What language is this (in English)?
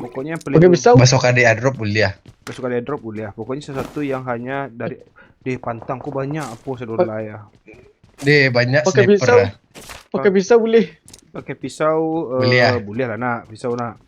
Minangkabau